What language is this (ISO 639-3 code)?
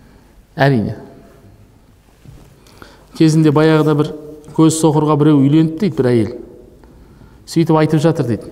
kaz